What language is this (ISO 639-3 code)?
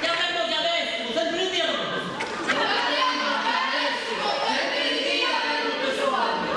scn